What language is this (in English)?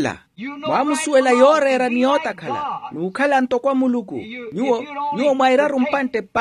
Makhuwa